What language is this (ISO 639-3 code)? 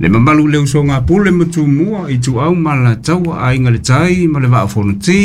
smo